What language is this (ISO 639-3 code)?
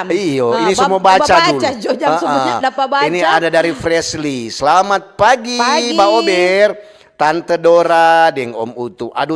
xmm